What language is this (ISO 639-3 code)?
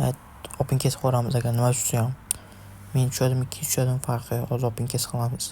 uzb